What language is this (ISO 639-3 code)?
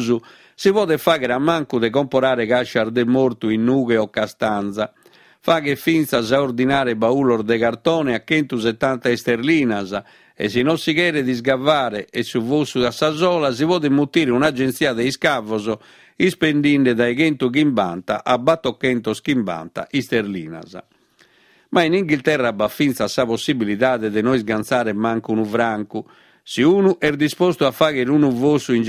srd